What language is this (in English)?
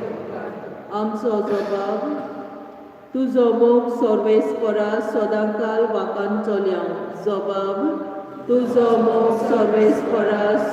Konkani